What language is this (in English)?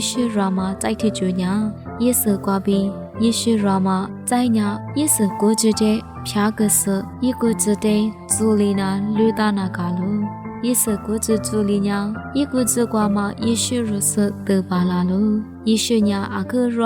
Lisu